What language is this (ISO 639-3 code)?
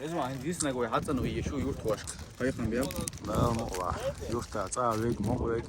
che